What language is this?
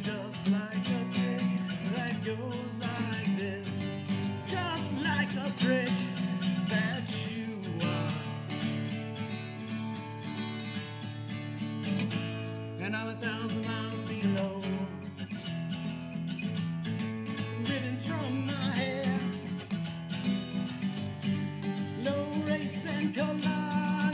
English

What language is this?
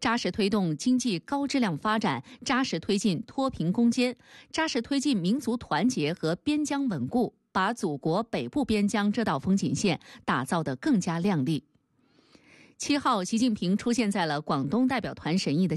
Chinese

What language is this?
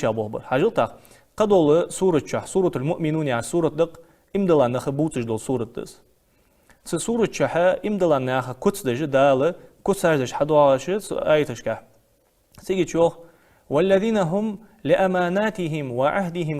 Ingush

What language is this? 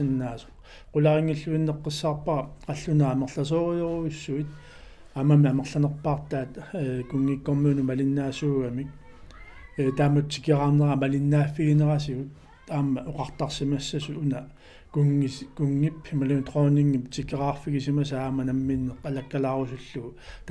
Kalaallisut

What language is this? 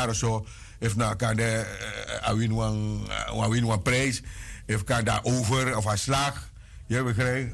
Sranan Tongo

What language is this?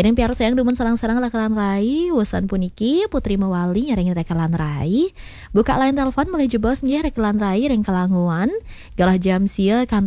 Balinese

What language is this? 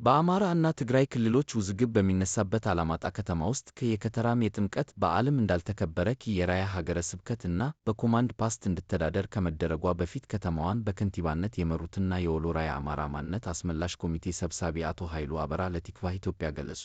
Amharic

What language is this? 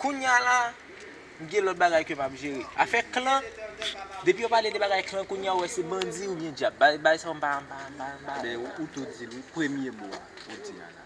Haitian Creole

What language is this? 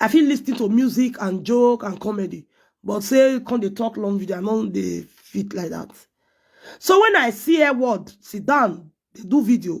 Nigerian Pidgin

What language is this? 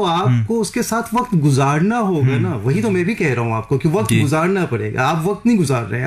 Hindi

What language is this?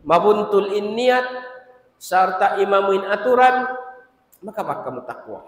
Tausug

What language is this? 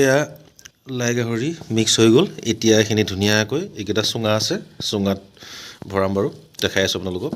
Assamese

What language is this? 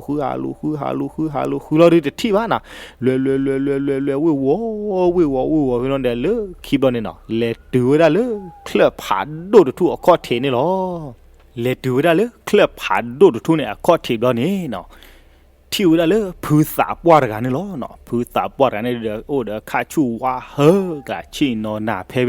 S'gaw Karen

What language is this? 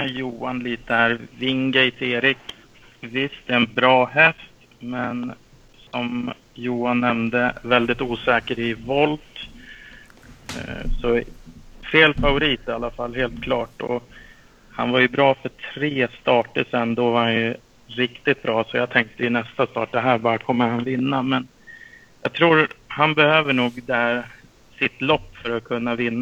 Swedish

